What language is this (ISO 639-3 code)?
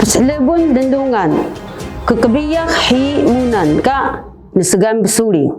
trv